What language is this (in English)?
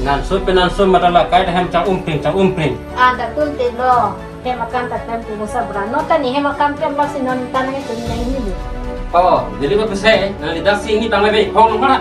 Karbi